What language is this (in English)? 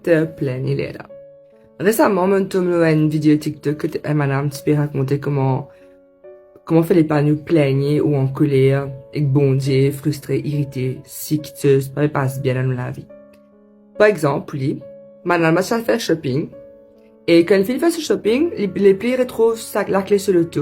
Morisyen